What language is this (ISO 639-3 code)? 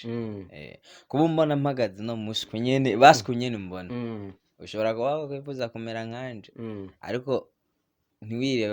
run